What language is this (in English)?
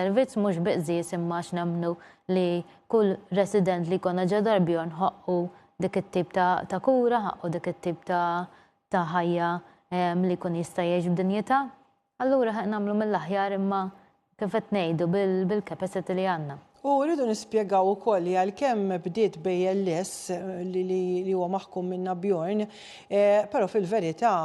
Maltese